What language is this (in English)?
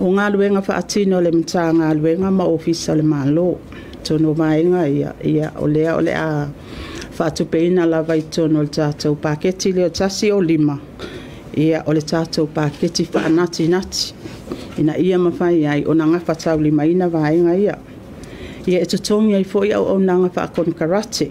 Samoan